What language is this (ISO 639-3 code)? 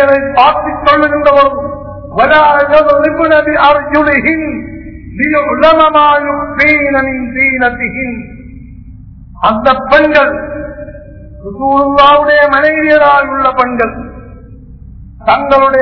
tam